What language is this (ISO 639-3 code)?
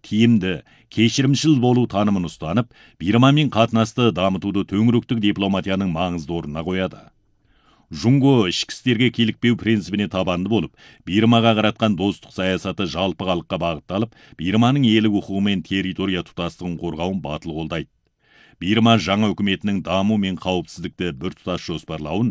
kaz